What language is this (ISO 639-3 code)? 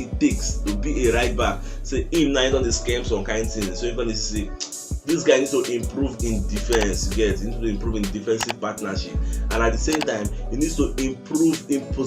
pcm